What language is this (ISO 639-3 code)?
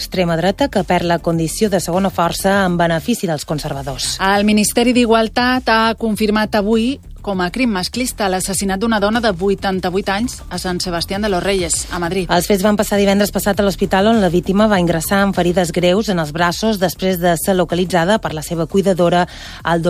cat